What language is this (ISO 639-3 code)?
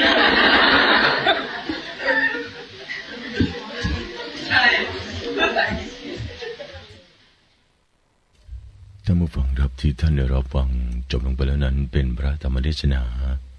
tha